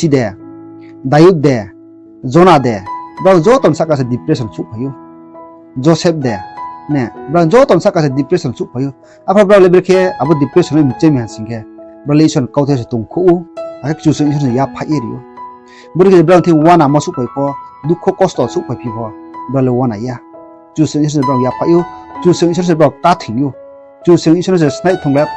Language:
Riang (India)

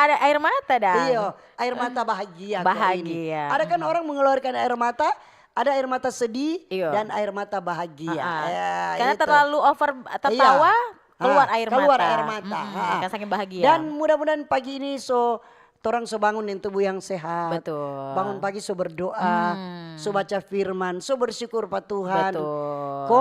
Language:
Manado Malay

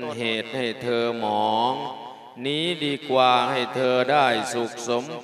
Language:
Lao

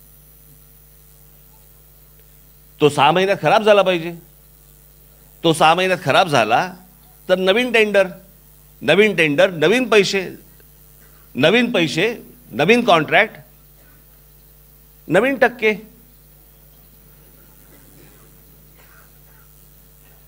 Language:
Marathi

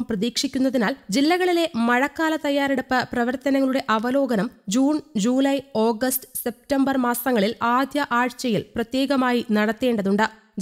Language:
Malayalam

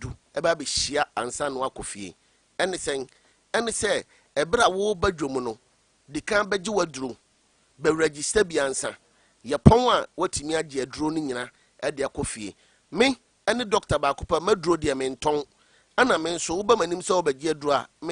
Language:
Akan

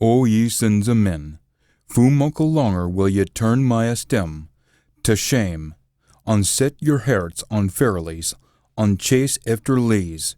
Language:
Scots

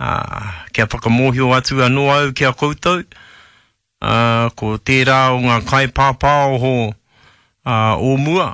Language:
Māori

